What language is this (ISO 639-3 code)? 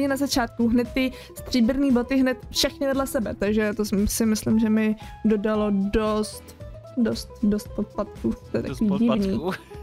ces